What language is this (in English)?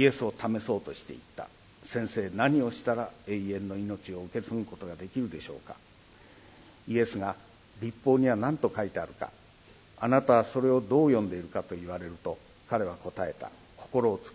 Japanese